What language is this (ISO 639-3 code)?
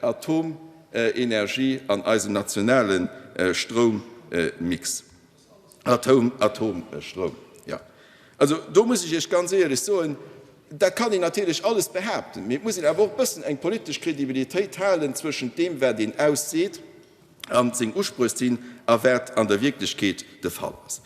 ltz